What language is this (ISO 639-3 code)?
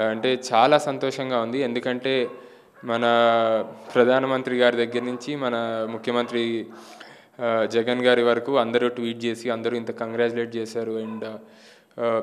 tel